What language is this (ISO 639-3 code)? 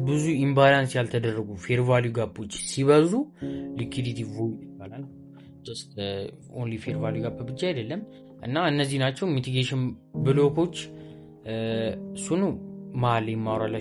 amh